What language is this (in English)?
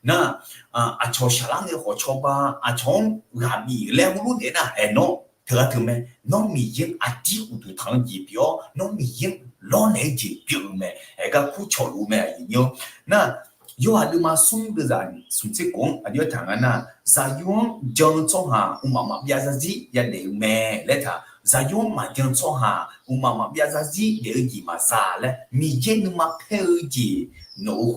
Akha